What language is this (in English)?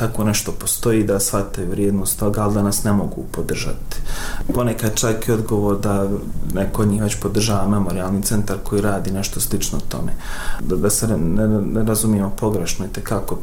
Bosnian